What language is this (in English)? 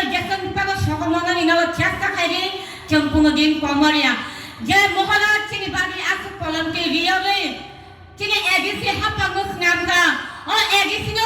Kok Borok